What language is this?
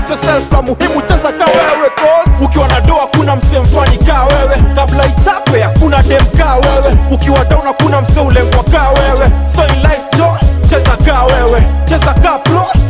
Swahili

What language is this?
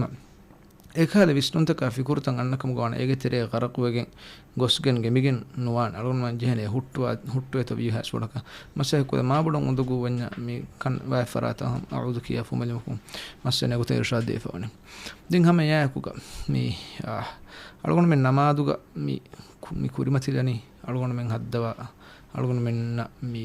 Divehi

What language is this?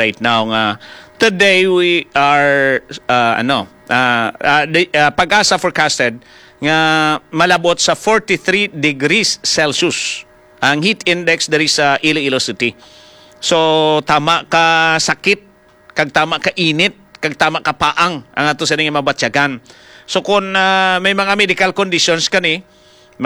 Hiligaynon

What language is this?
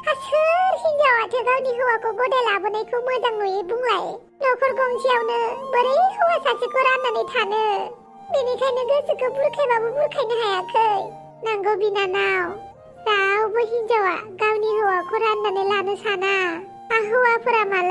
Bodo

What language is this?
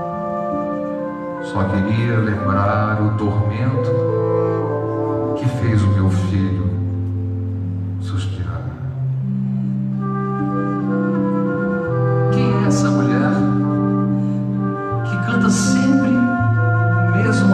Portuguese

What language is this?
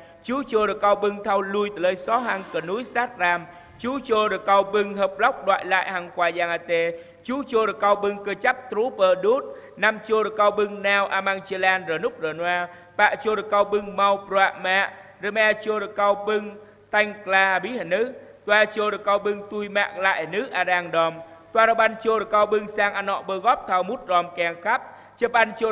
Jarai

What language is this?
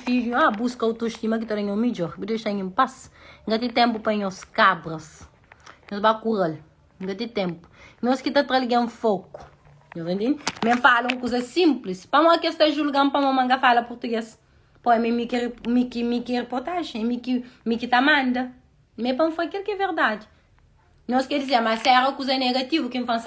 Kabuverdianu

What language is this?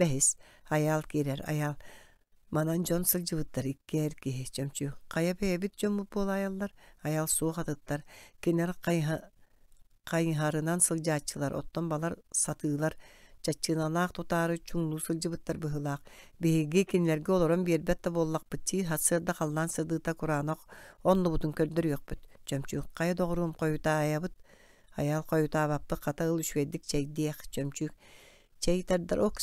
Yakut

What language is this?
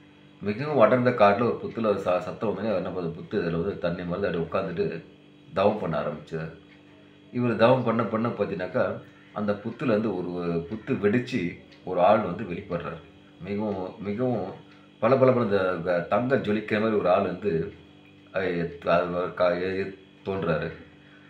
Tamil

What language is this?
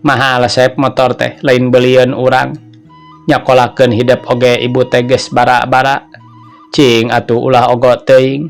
Sundanese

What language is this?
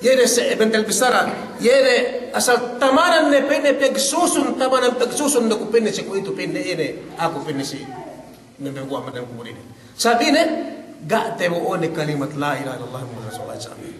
Yakan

